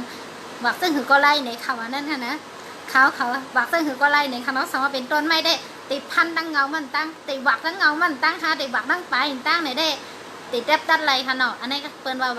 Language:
Shan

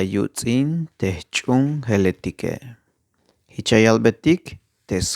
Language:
Tzeltal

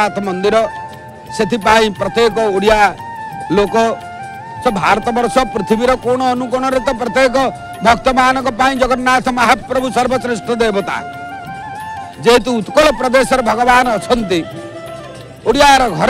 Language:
Odia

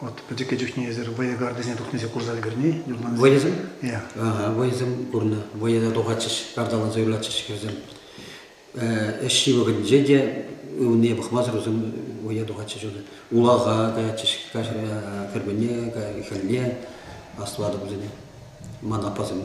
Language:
Chuvash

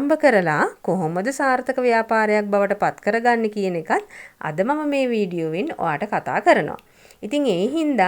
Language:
Sinhala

